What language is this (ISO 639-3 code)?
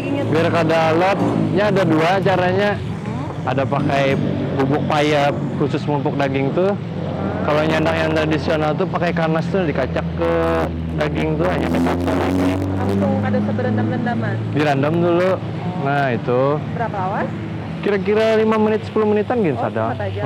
bjn